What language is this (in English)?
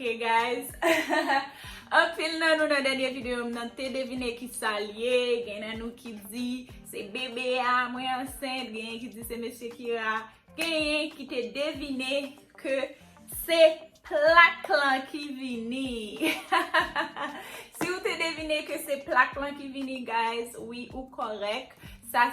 Haitian Creole